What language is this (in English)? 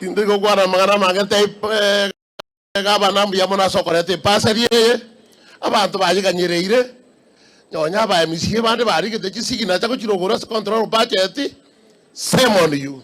Gusii